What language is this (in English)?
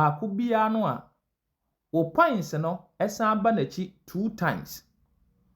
Akan